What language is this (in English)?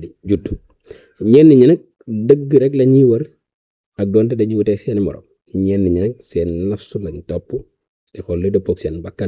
Wolof